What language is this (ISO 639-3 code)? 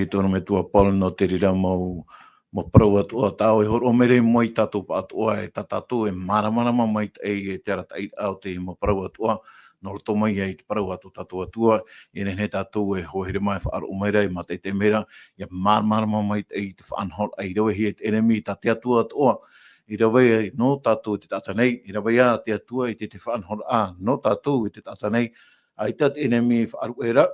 tah